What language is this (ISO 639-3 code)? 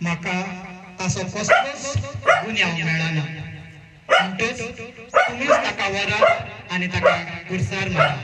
kok